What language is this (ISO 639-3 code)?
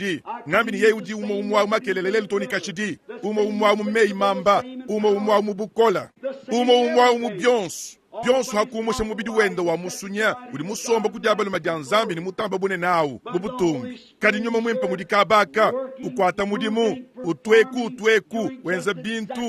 lua